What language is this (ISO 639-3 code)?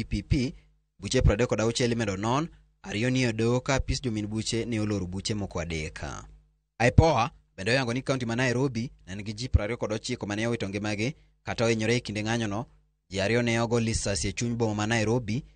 luo